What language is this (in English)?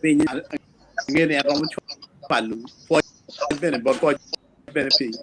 Acoli